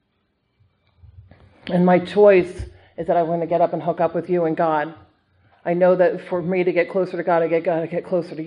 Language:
English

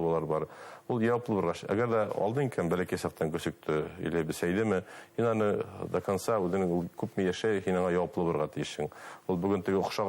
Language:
Bashkir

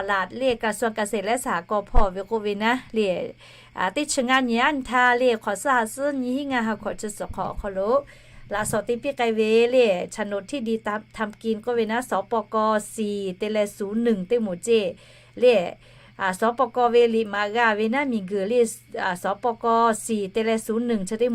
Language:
Lahu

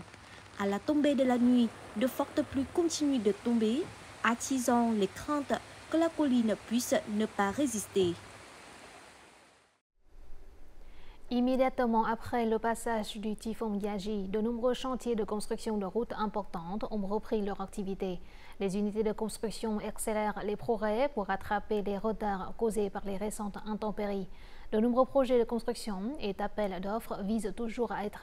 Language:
French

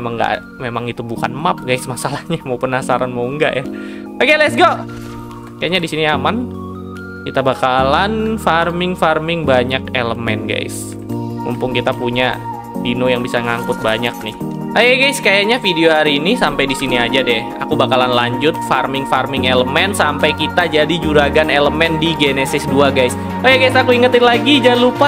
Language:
Indonesian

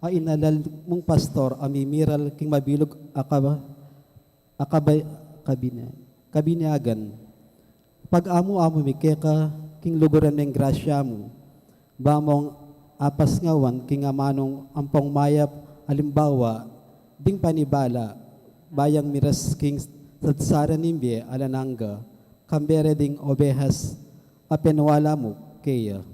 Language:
Pampanga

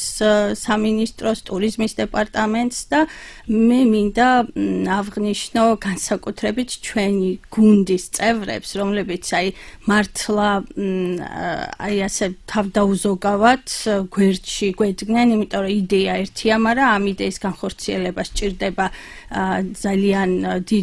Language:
Georgian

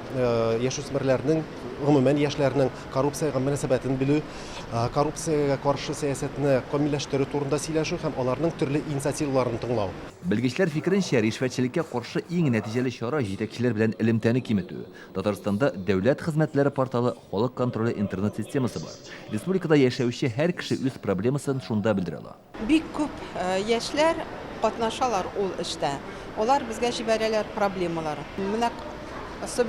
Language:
Tatar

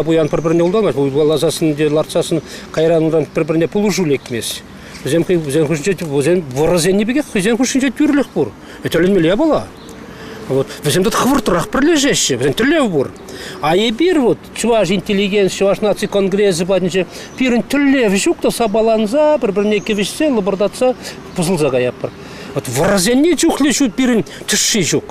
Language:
Chuvash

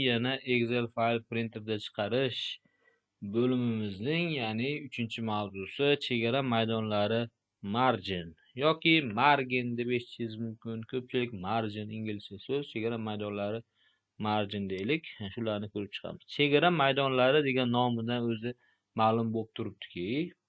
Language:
Uzbek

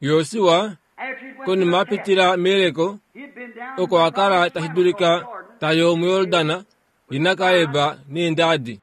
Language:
Kuanyama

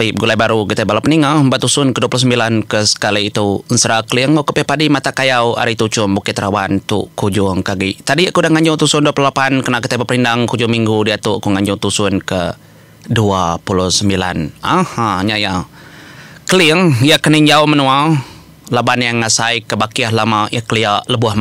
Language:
Iban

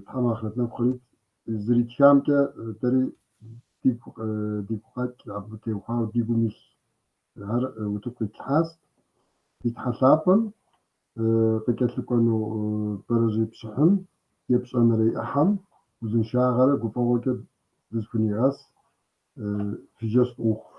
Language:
Kabardian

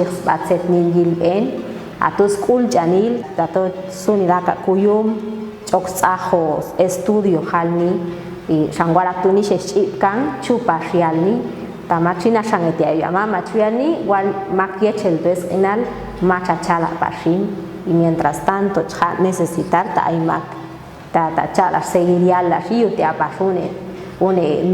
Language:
Popti'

